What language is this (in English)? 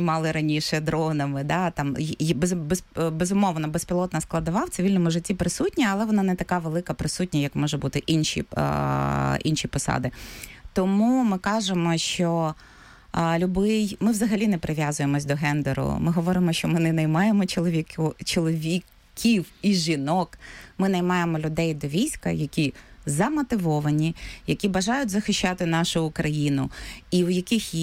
Ukrainian